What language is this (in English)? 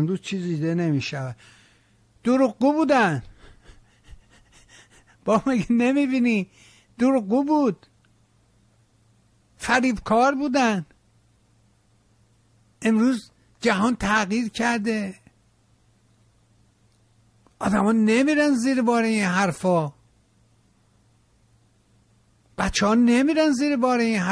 Persian